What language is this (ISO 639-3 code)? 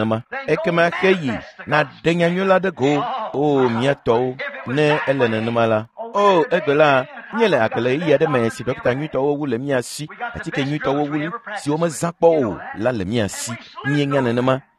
ewe